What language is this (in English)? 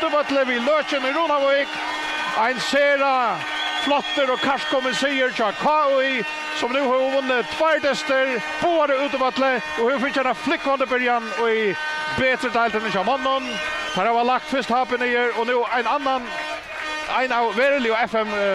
Faroese